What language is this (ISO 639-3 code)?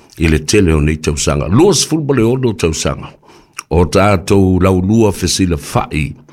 smo